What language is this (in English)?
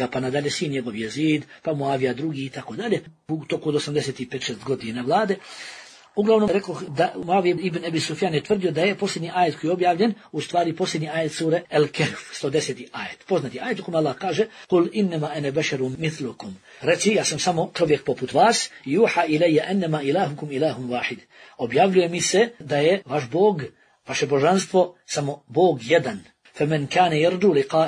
Bosnian